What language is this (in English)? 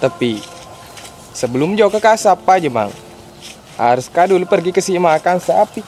Buginese